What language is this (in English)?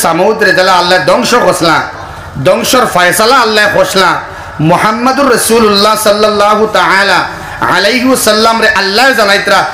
Sylheti